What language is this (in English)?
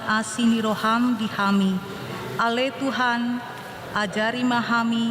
Batak Toba